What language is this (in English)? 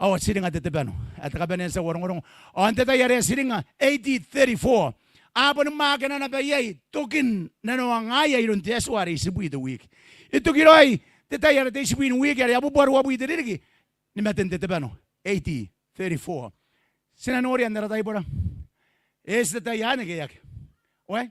Gilbertese